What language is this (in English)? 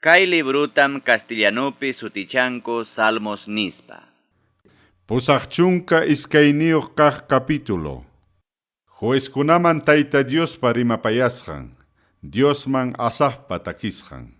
Ayacucho Quechua